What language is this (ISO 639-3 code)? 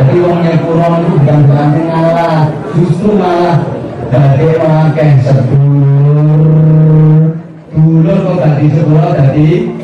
jav